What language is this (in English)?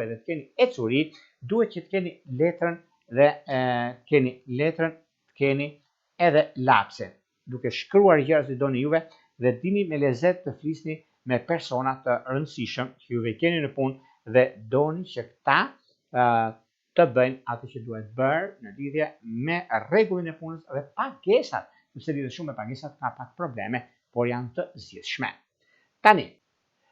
Albanian